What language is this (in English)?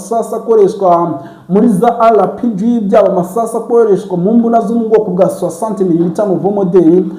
Kinyarwanda